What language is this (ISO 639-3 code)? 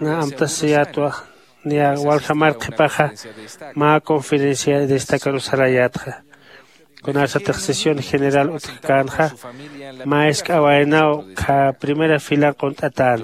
aym